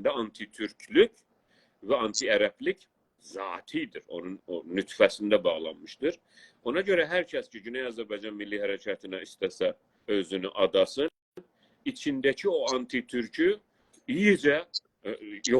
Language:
South Azerbaijani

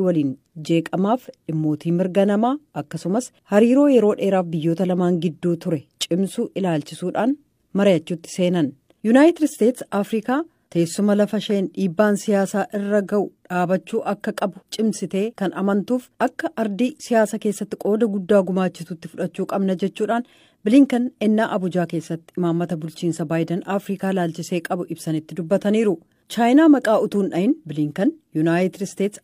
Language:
Oromo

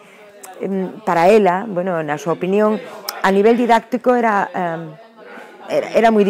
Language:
Galician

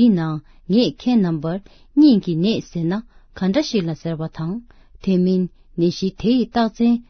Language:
Tibetan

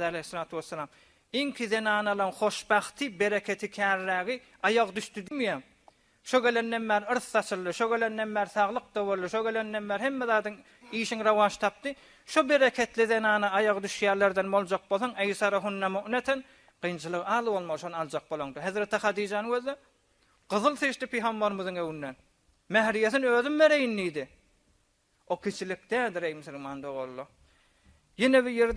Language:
Turkmen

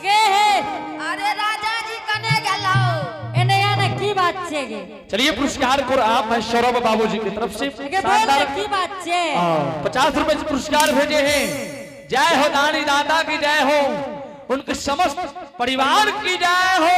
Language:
Angika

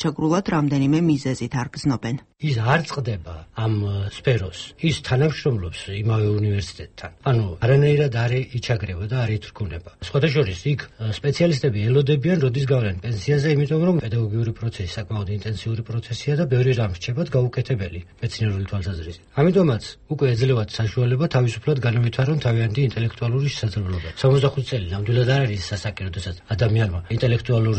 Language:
Georgian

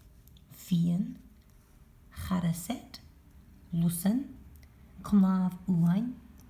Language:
Scottish Gaelic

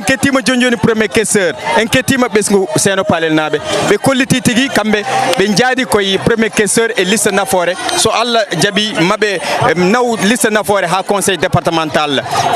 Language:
Fula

